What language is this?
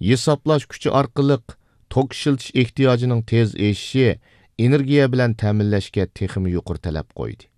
Uyghur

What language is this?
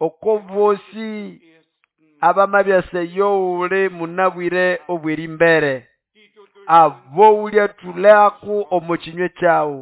Nande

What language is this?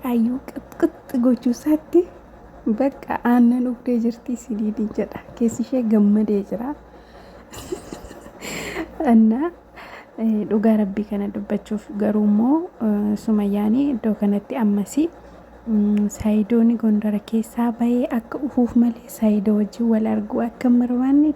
Oromo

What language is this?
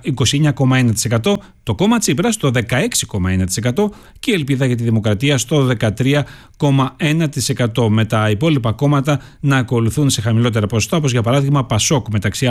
Greek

